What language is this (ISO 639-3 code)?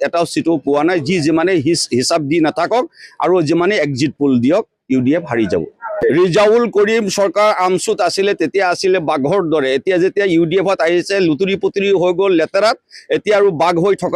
asm